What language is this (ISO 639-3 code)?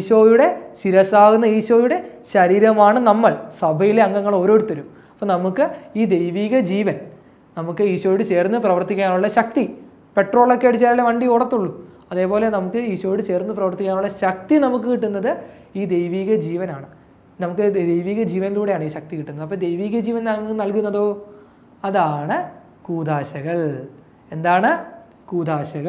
mal